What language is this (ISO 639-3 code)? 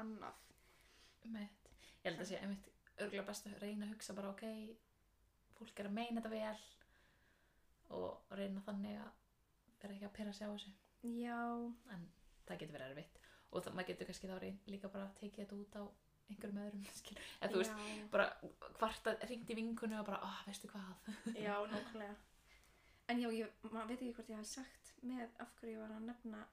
isl